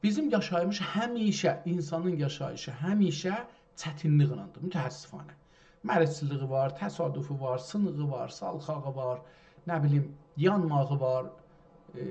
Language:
South Azerbaijani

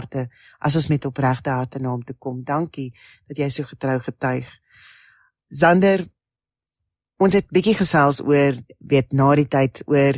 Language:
Afrikaans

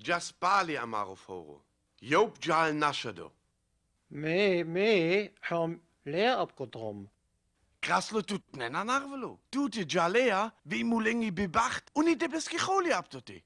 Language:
Sinte Romani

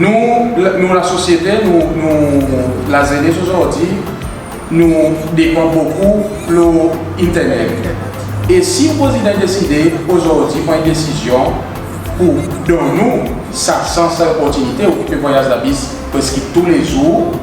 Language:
Seselwa Creole French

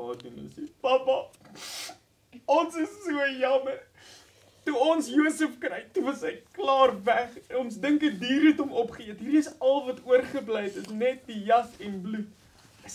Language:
Afrikaans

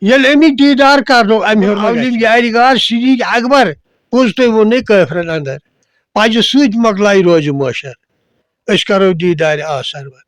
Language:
Kashmiri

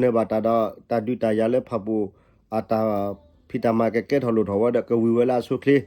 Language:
S'gaw Karen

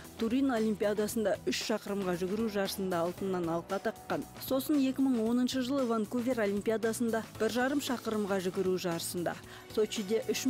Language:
Kazakh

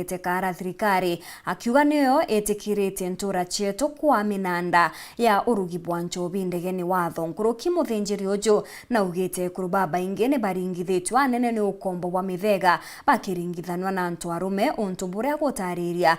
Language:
Meru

